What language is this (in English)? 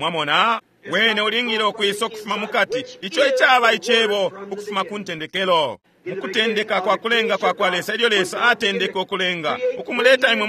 Bemba